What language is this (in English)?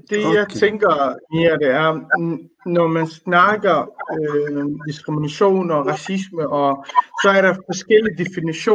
Danish